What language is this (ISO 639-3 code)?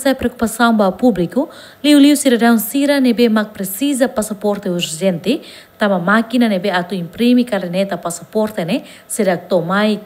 tet